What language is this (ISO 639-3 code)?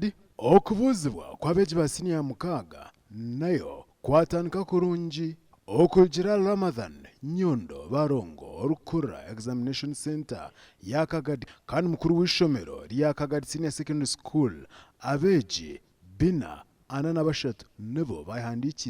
nyn